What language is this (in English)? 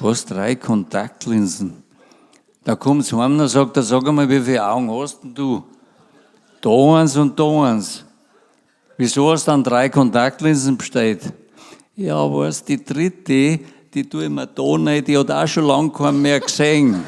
Bavarian